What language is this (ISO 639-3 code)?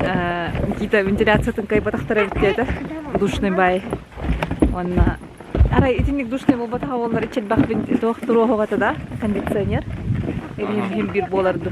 sah